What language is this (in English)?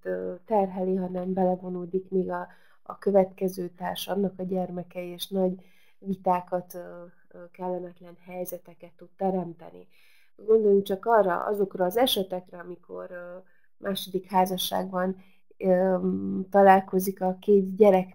Hungarian